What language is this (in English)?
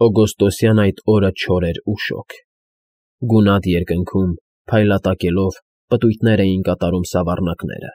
Armenian